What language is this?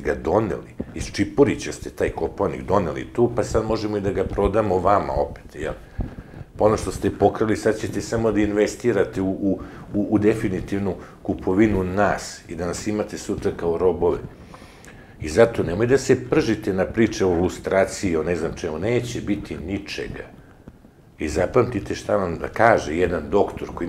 Serbian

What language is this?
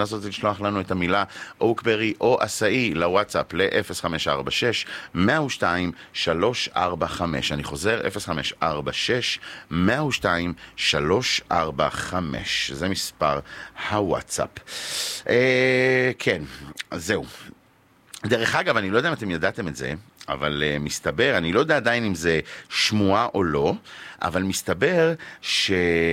Hebrew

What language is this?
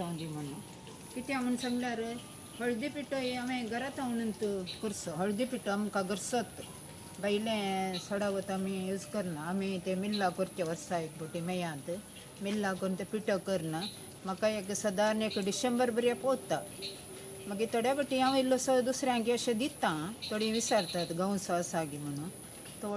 Konkani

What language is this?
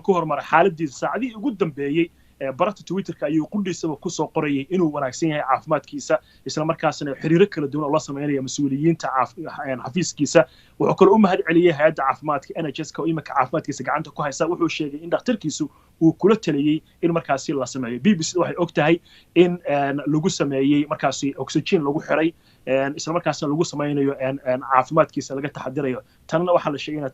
Somali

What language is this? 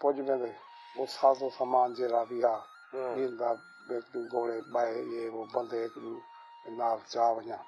Saraiki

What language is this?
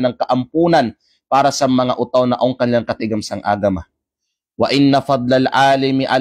Kalagan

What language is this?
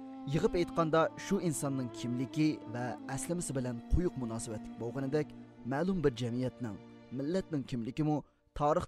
Uyghur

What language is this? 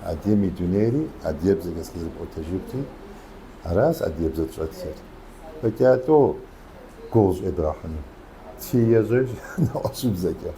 Kabardian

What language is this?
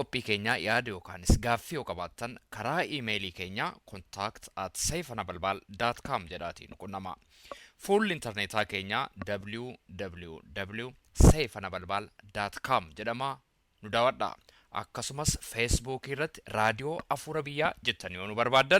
Oromo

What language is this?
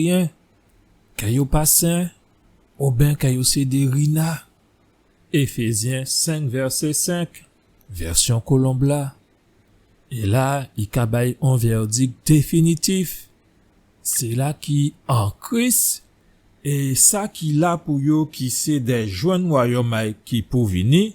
Guadeloupean Creole French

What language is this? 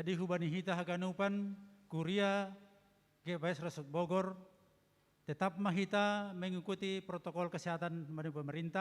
Batak Simalungun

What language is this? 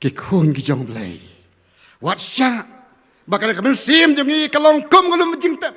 Khasi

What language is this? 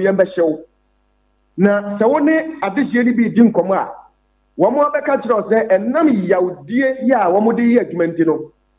Akan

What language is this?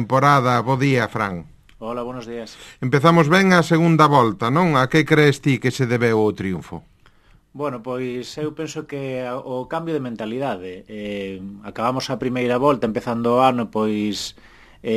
Galician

